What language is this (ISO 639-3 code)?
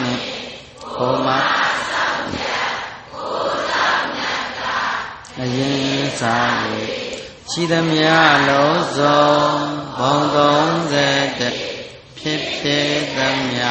mya